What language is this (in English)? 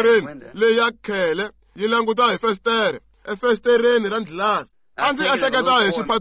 Tsonga